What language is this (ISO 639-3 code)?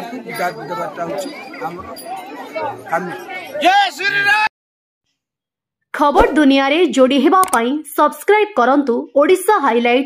ori